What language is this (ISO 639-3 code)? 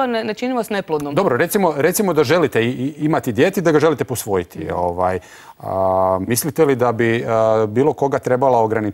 hrv